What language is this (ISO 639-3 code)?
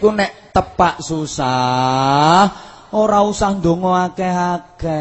jav